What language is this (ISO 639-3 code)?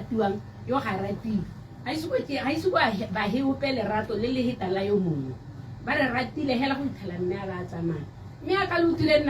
tsn